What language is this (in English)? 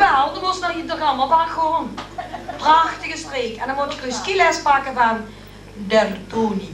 Limburgish